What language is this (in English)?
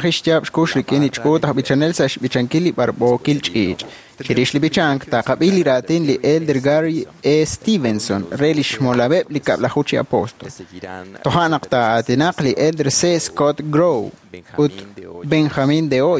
Kekchí